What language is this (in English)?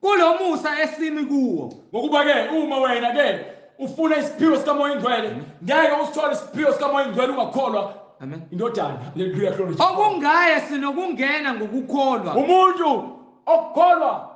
Zulu